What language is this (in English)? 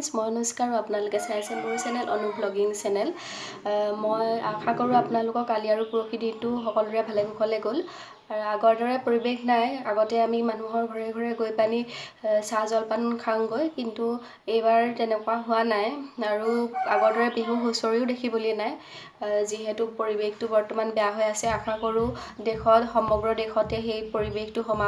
Assamese